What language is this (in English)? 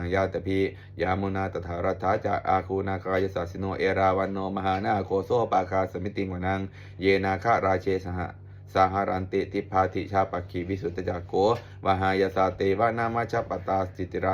Pali